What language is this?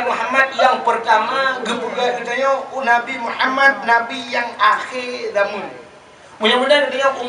Achinese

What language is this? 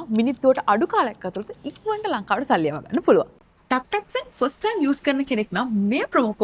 Sinhala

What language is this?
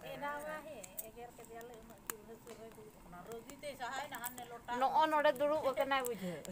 Santali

